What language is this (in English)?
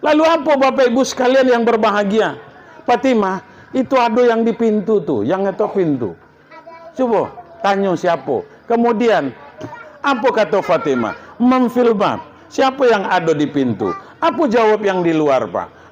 Minangkabau